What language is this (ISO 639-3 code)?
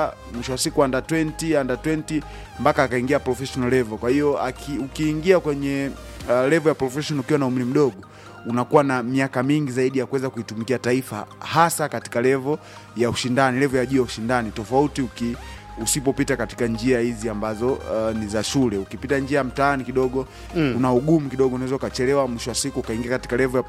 swa